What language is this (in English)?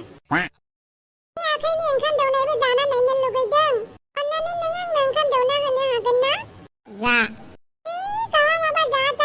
Bodo